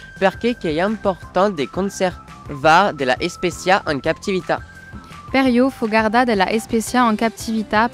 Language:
Occitan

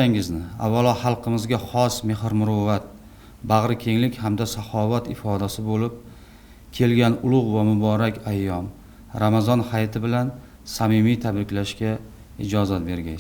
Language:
Uzbek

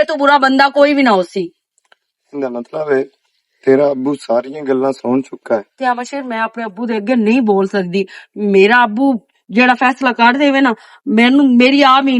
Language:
Western Panjabi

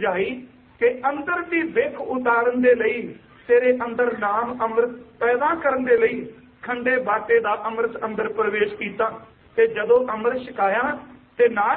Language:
Punjabi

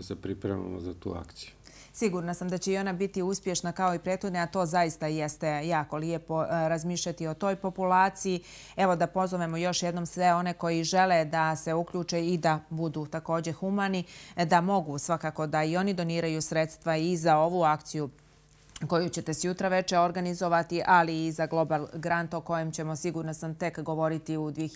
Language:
Bosnian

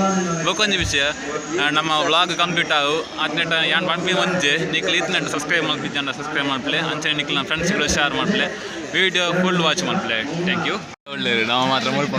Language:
Tulu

